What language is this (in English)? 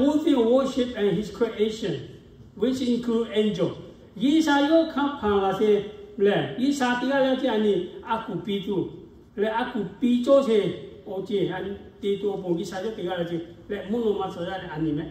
Lahu